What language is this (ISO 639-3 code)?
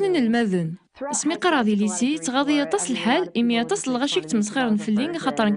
kab